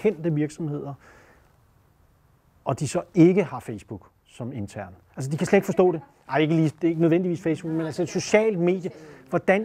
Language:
Danish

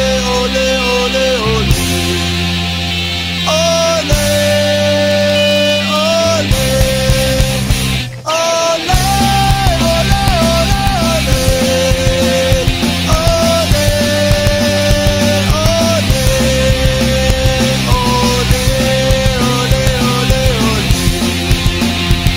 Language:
Malay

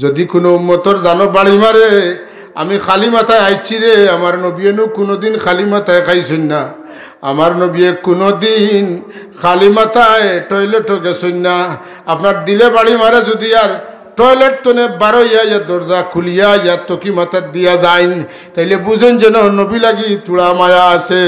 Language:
Sylheti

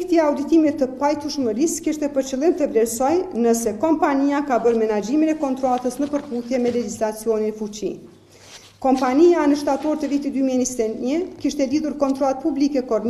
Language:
Albanian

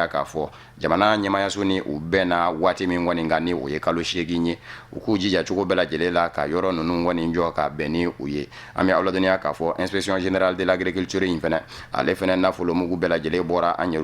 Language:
Bambara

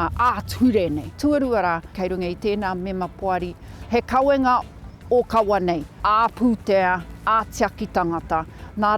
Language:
Māori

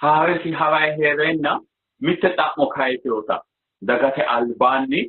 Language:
Sidamo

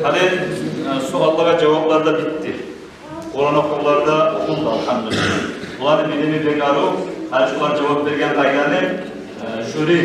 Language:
Kumyk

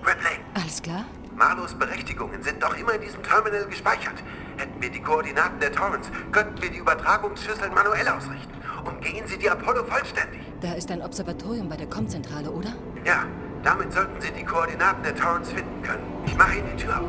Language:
Bavarian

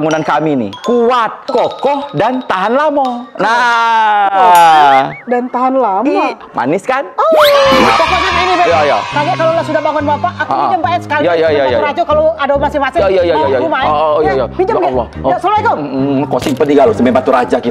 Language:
Musi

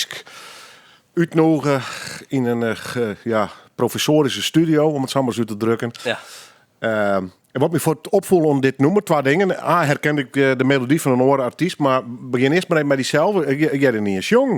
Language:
Western Frisian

